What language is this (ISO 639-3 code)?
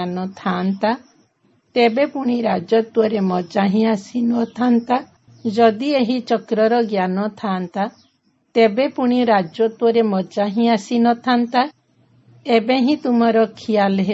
ori